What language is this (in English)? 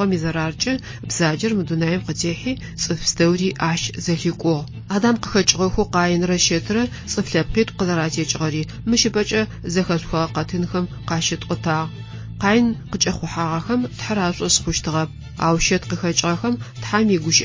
Adyghe